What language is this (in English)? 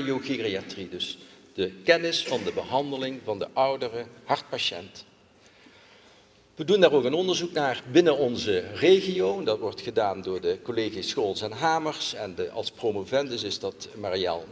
Dutch